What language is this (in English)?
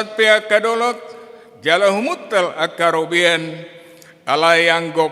Batak Toba